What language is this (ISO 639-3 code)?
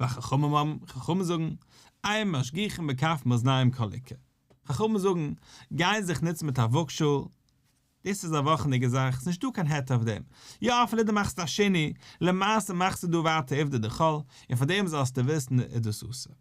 yid